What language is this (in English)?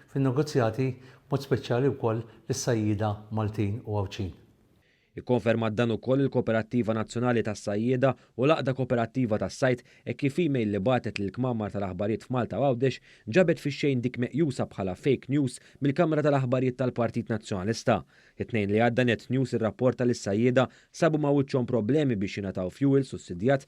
Maltese